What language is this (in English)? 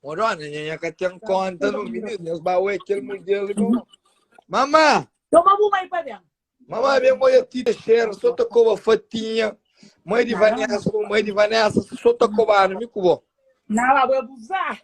Kabuverdianu